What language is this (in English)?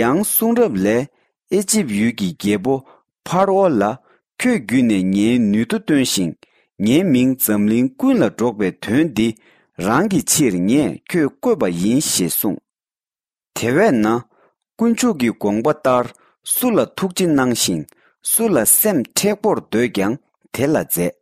Tibetan